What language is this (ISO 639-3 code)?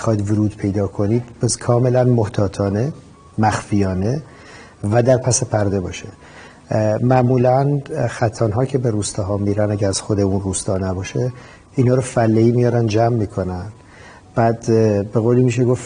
fas